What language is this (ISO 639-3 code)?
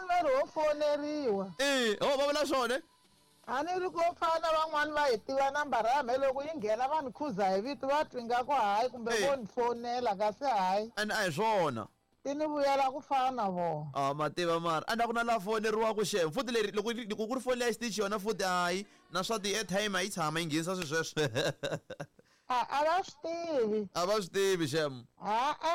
tso